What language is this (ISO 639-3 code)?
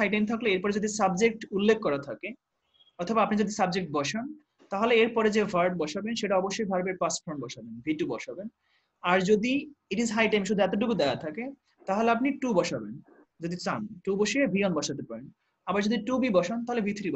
ben